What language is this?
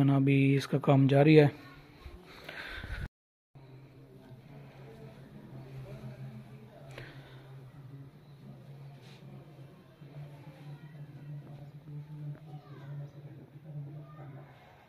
Hindi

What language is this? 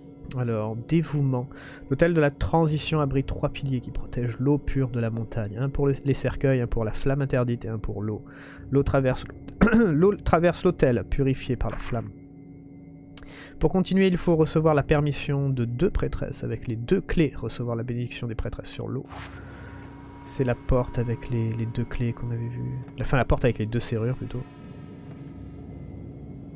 French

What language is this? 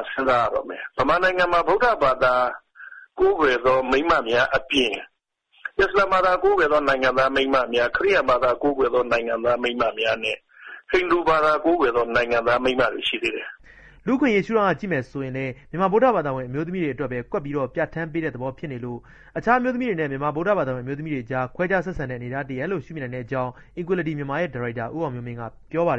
Burmese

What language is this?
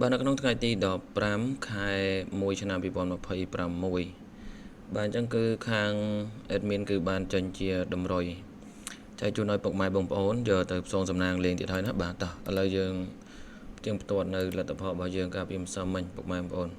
Khmer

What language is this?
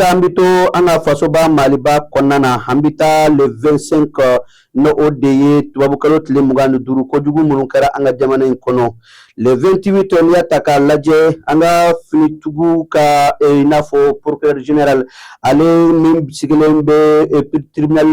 Bambara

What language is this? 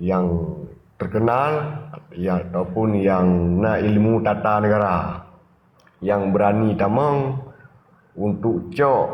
Achinese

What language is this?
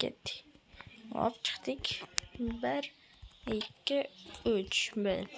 Uzbek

